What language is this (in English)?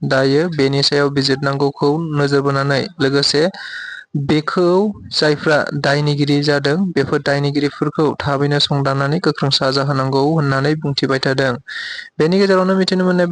Bodo